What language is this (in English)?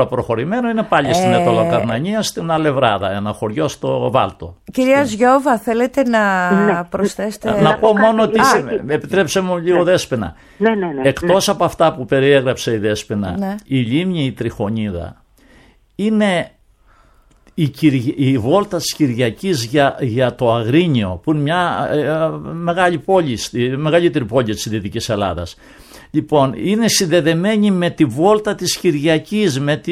Greek